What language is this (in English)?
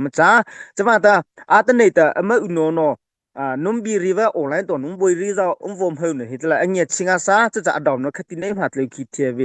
Mara Chin